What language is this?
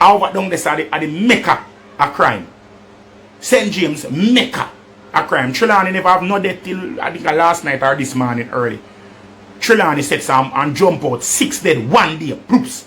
Jamaican Creole English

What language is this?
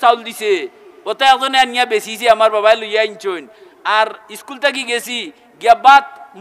Sylheti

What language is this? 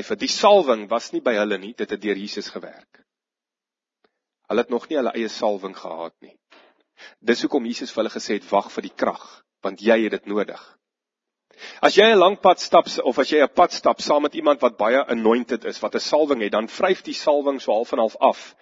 Afrikaans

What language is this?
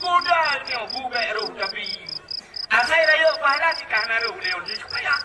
Achinese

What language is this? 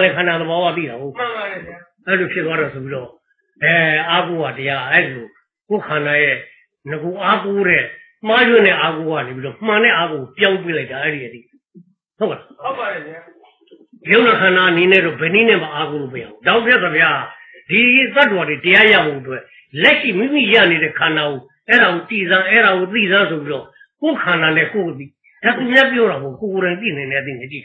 Burmese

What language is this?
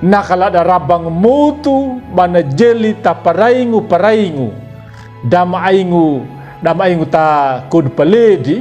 Anakalangu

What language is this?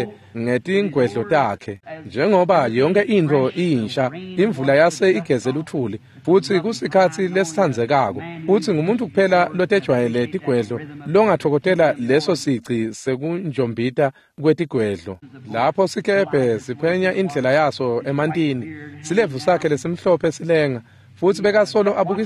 Swati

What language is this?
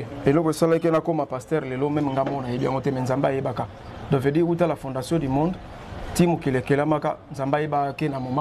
Lingala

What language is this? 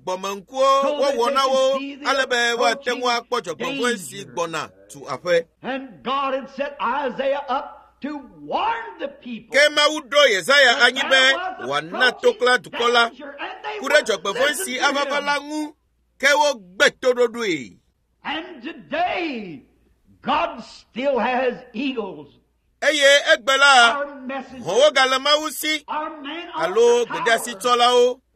Ewe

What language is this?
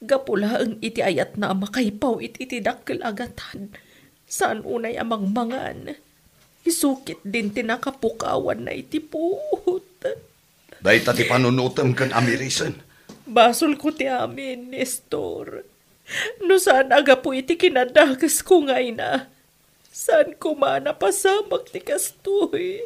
Iloko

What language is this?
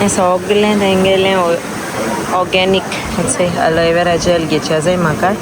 Konkani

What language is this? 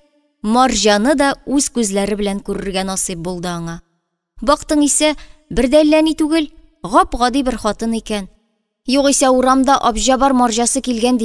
Tatar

